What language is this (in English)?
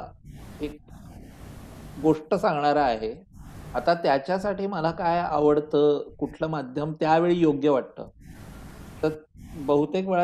Marathi